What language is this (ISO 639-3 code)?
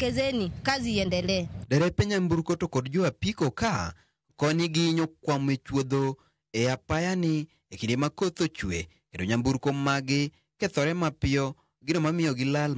luo